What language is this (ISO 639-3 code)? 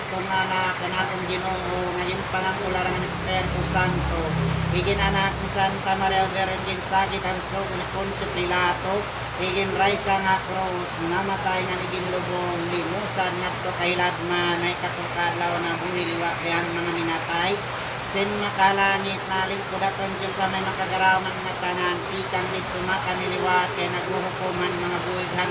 war